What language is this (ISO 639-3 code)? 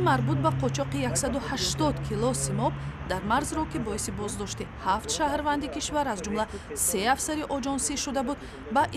tgk